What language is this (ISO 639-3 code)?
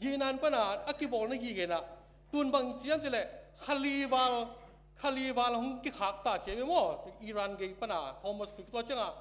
ctd